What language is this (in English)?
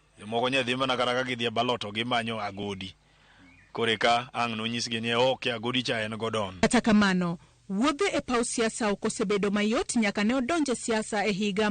Luo (Kenya and Tanzania)